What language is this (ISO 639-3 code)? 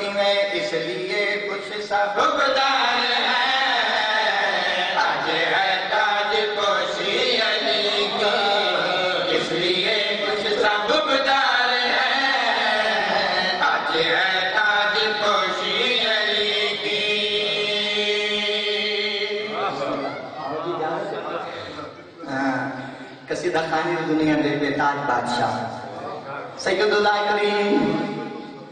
urd